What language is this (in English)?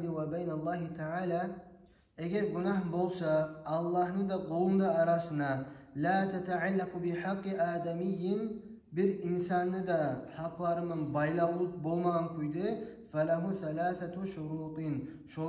Kumyk